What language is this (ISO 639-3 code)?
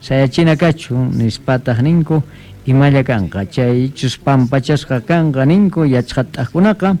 que